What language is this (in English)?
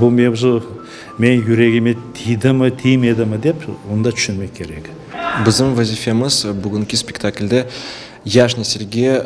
Crimean Tatar